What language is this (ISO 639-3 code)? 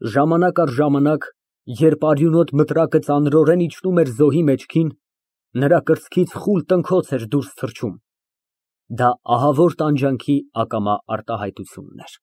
hye